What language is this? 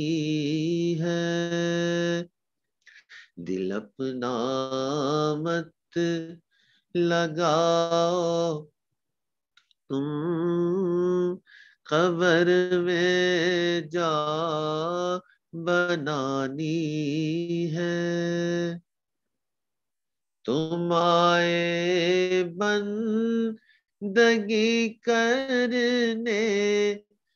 Urdu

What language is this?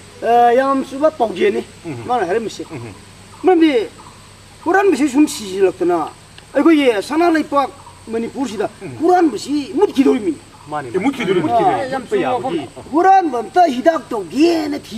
Manipuri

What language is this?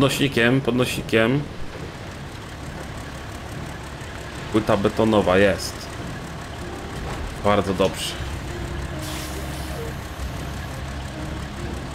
Polish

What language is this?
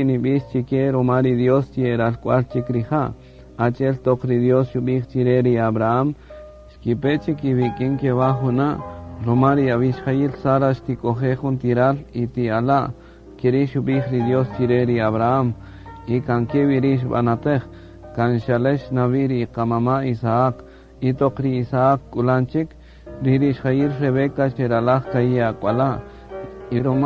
Kaqchikel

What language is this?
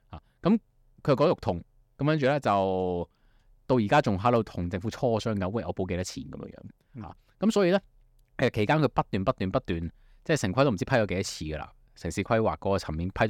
Cantonese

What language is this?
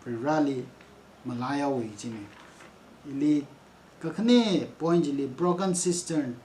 Tangkhul Naga (India)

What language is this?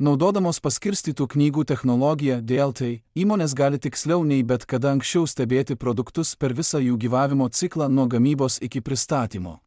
Lithuanian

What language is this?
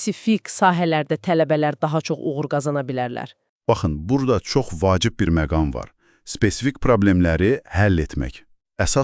Azerbaijani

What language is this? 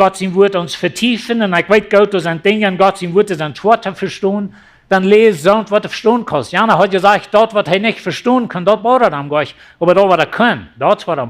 Plautdietsch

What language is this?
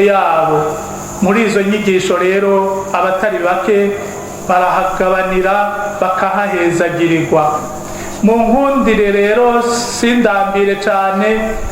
Rundi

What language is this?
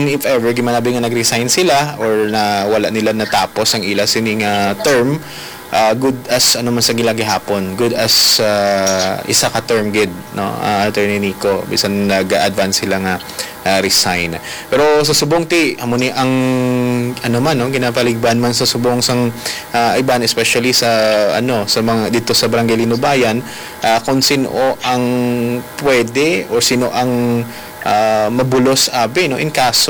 Hiligaynon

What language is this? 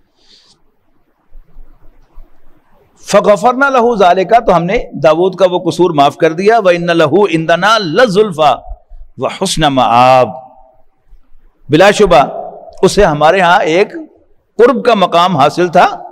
Urdu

